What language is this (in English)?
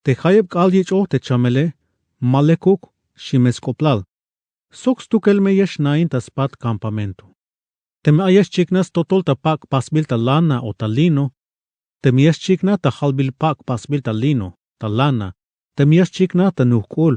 Tzeltal